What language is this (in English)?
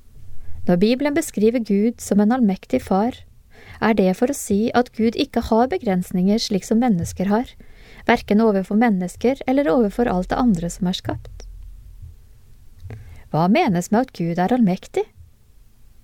Norwegian